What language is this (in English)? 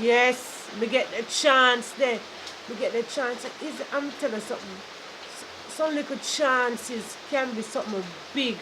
Jamaican Creole English